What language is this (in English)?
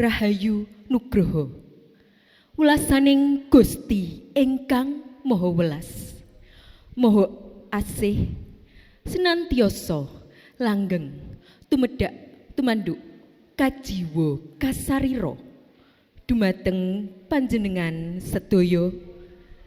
Javanese